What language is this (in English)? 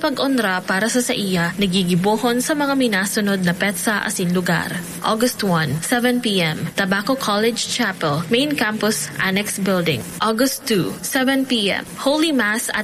Bikol